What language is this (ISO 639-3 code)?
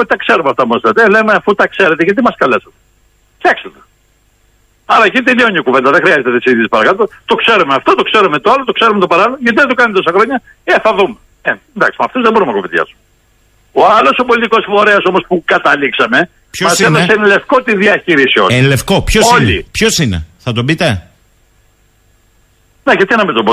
ell